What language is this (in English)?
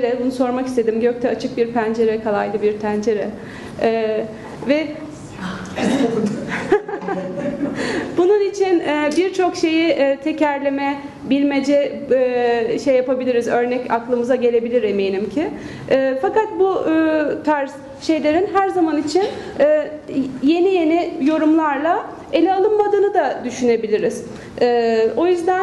Turkish